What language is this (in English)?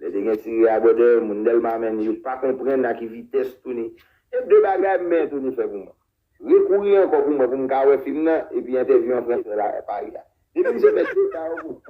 Haitian Creole